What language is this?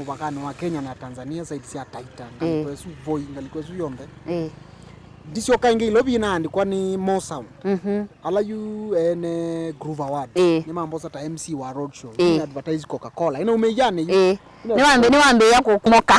Kamba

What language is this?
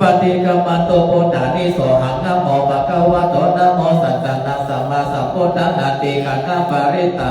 Pali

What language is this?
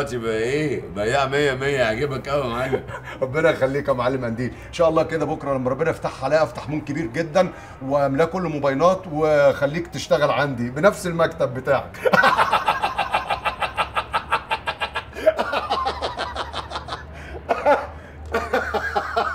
Egyptian Arabic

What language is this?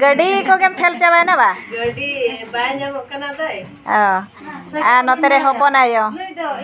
Santali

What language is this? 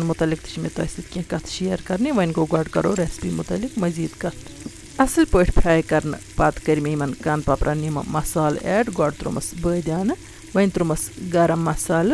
Kashmiri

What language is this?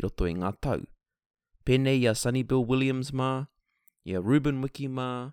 Māori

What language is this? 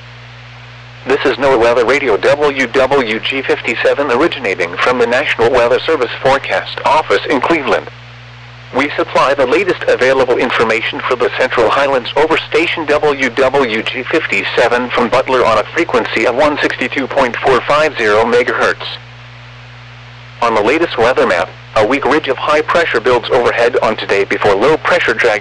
English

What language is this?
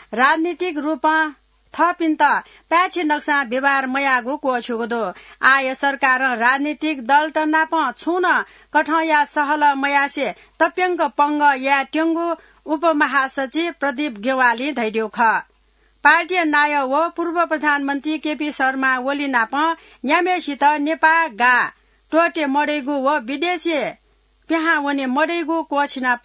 Newari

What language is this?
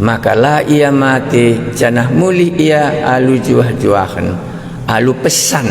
Batak Karo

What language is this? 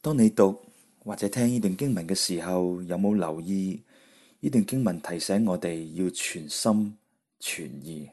Cantonese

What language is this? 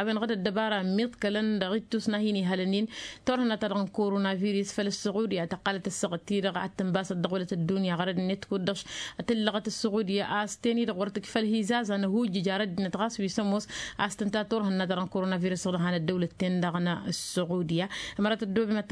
Tamasheq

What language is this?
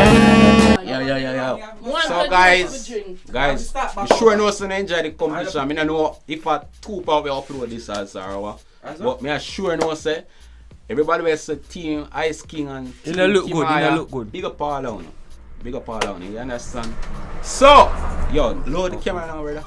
Jamaican Creole English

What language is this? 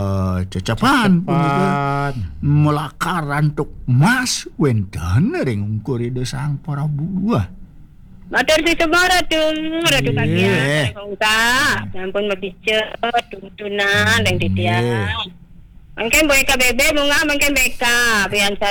Balinese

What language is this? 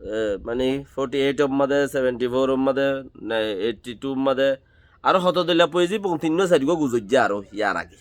Rohingya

